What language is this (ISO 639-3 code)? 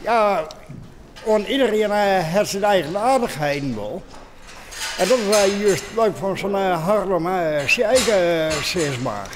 fry